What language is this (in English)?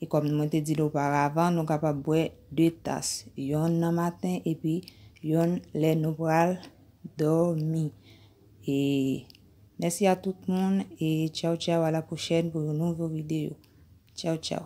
Haitian Creole